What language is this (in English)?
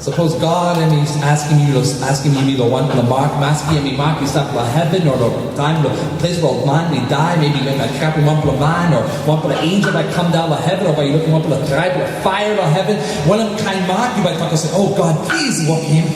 Tok Pisin